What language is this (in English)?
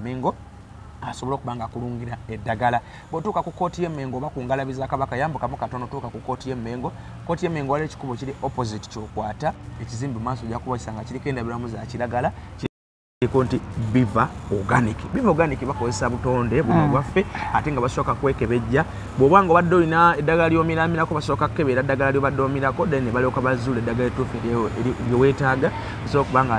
Ganda